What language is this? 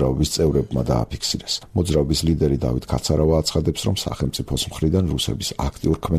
Georgian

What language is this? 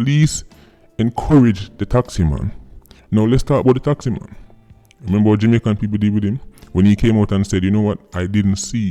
Jamaican Creole English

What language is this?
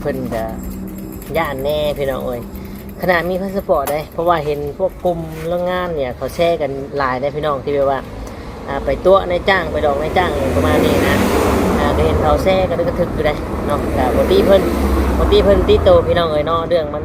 Northeastern Thai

